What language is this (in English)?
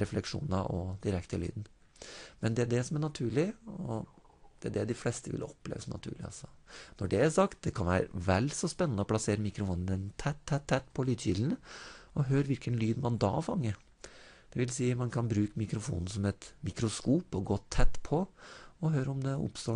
Norwegian